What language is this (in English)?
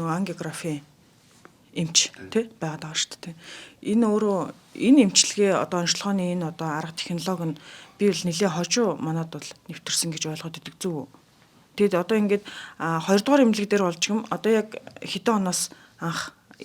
Mongolian